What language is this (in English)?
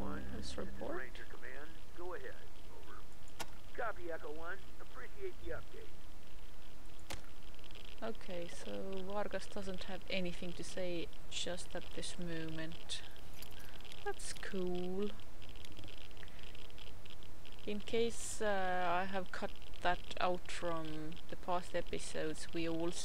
English